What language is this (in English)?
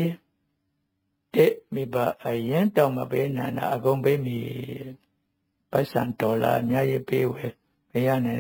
Burmese